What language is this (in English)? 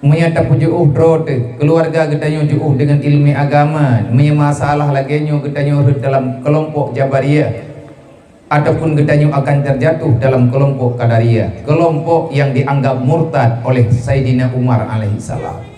Achinese